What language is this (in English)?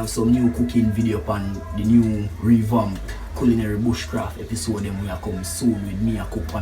Jamaican Creole English